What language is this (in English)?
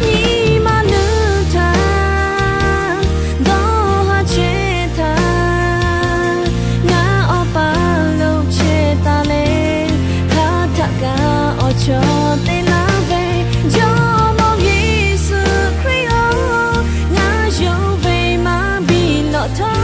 Lahu